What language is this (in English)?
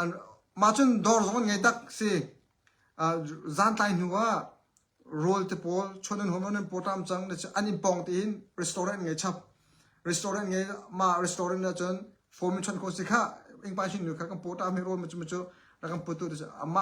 Hakha Chin